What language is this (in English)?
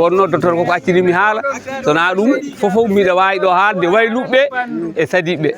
Fula